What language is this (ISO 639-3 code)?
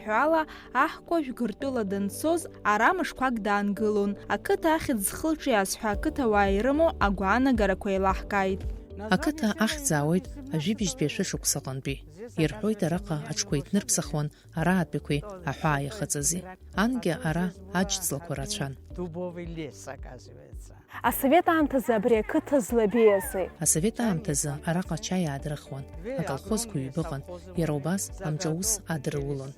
abk